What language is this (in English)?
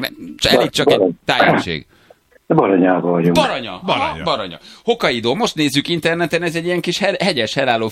Hungarian